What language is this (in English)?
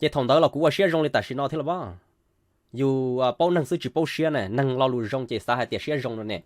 Hmong